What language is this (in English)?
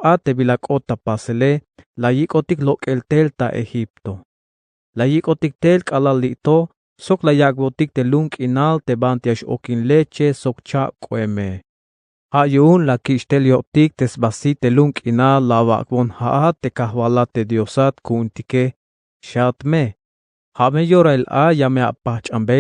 Tzeltal